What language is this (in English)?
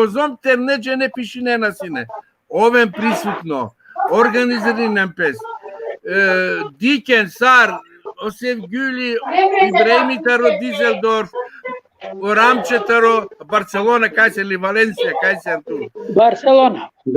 Balkan Romani